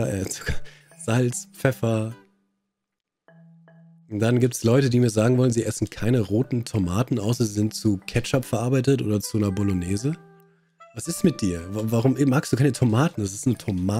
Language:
German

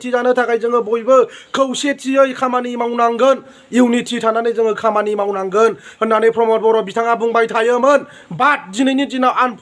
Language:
Bodo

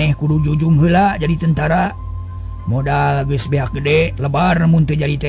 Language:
Sundanese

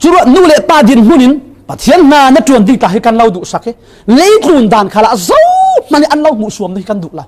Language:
Falam Chin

